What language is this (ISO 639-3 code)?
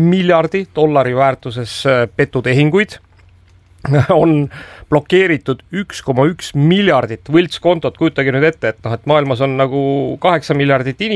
est